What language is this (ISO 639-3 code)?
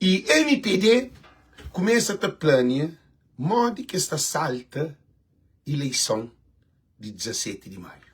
kea